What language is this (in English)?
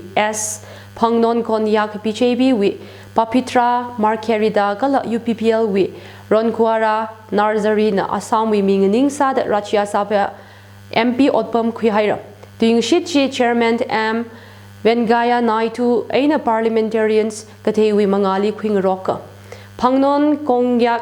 Tangkhul Naga (India)